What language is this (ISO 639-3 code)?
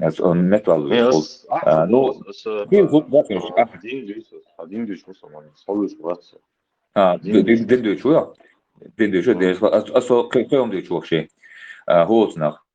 che